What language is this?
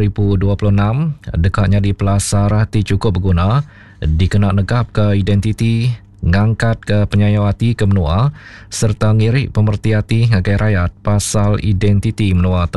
Iban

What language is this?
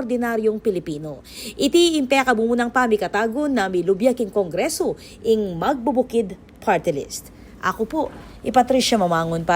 Pampanga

